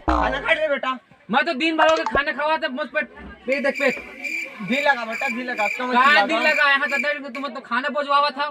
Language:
Chhattisgarhi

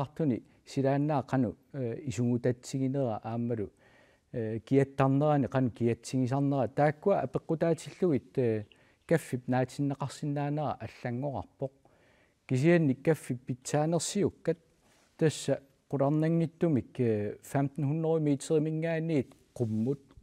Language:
Kalaallisut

